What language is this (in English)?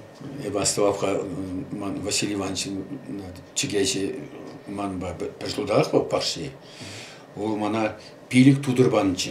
Chuvash